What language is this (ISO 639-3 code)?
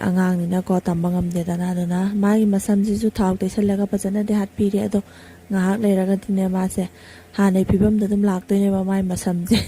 mni